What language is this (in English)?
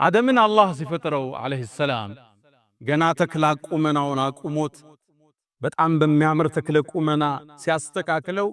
Amharic